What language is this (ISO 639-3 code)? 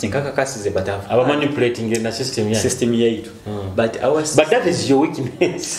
nyo